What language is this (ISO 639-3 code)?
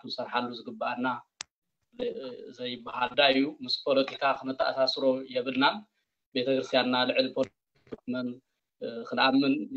tir